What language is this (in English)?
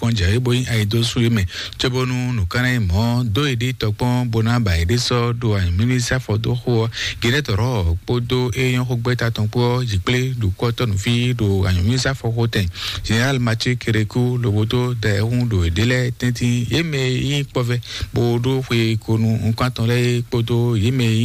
Fon